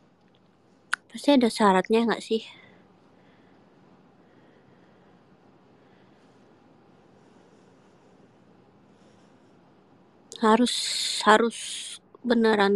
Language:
Indonesian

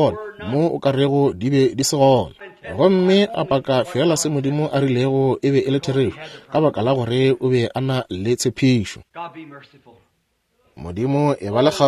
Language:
Northern Sotho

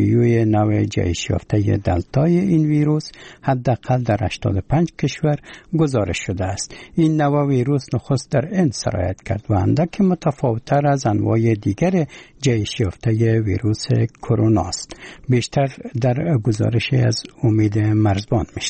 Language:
Persian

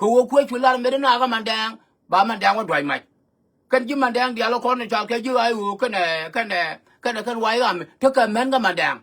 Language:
Nuer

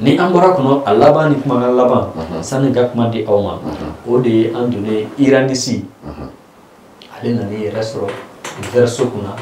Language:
Bambara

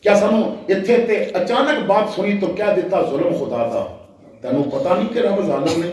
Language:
Western Panjabi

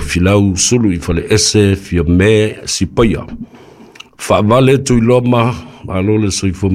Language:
Samoan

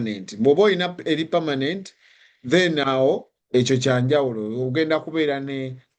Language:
Ganda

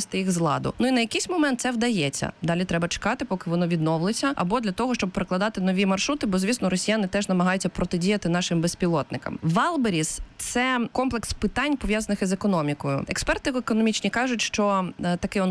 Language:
Ukrainian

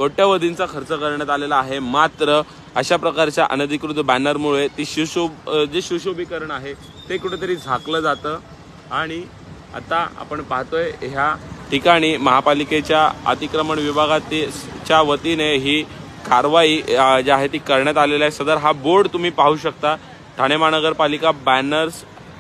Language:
Marathi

